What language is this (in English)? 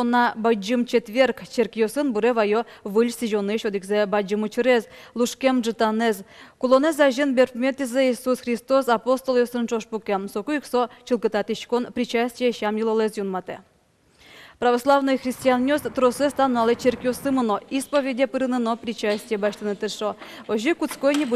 Udmurt